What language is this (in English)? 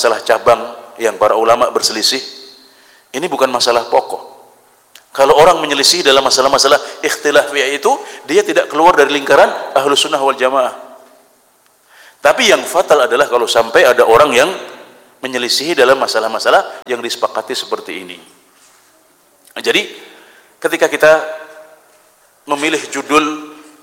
Indonesian